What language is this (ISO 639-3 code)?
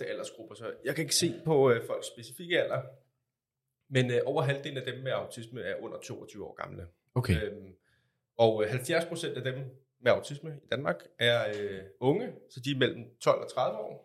dan